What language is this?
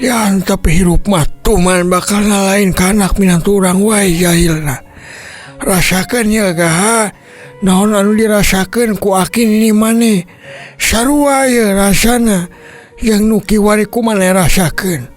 Sundanese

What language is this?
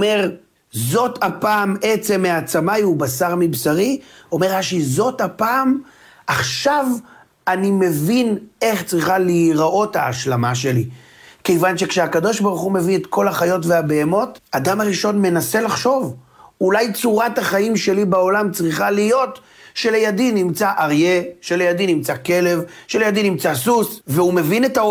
Hebrew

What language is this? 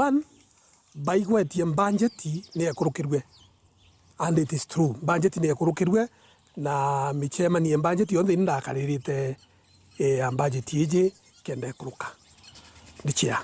Meru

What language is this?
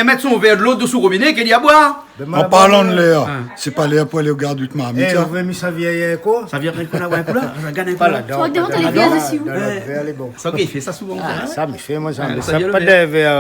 Réunion Creole French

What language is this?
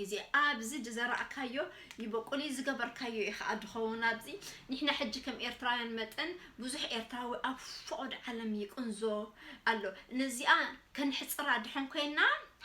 Tigrinya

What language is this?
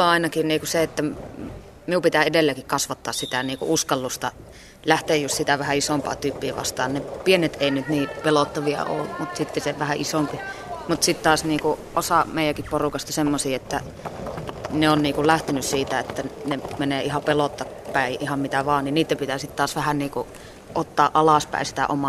Finnish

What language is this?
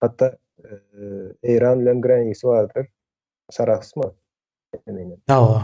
Turkmen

